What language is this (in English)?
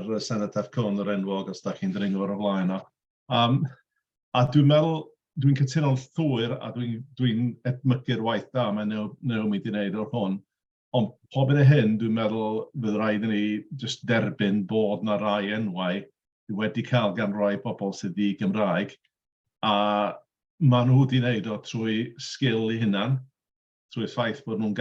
Welsh